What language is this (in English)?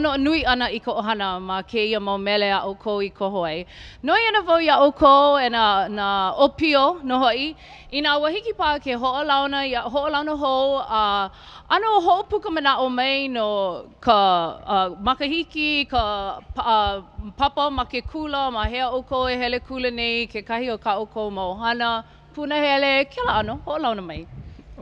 Hawaiian